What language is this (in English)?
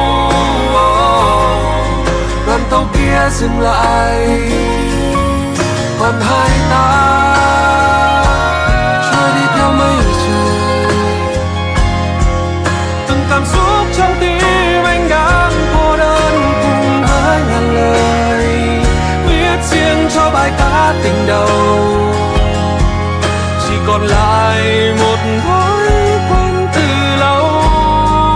Vietnamese